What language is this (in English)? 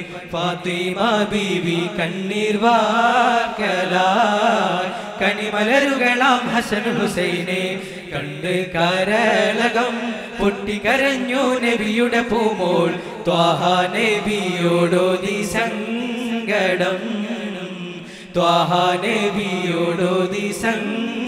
Malayalam